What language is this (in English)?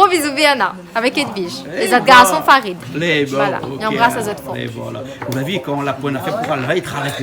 Réunion Creole French